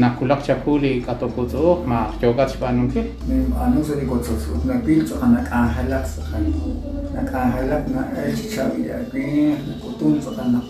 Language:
Kekchí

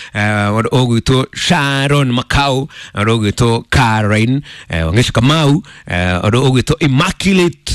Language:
Kikuyu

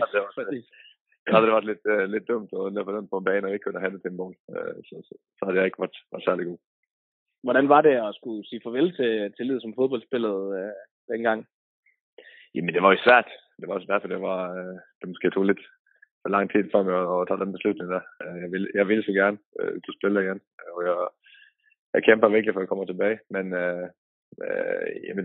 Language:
Danish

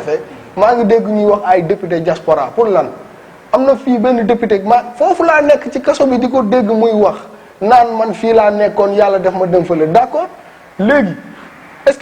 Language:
Wolof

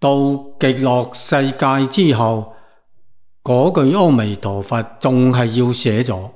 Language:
Cantonese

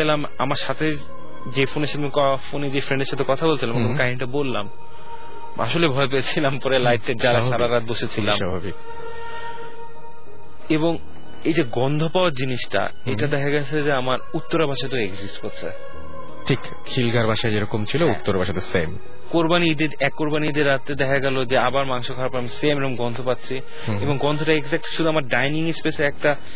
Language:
Bangla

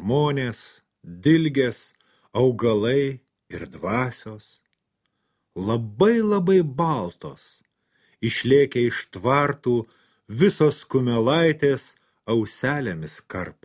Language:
Lithuanian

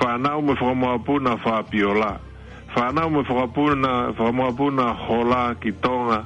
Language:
Tongan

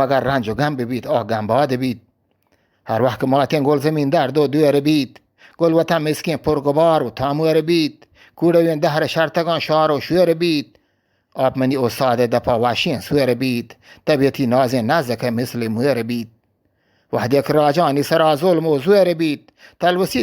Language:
Eastern Balochi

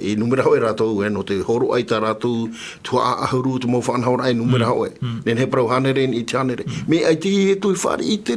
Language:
Tahitian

